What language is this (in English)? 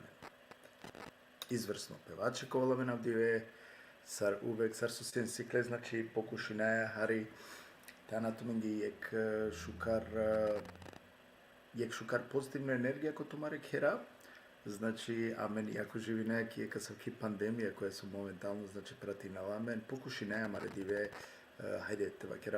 Balkan Romani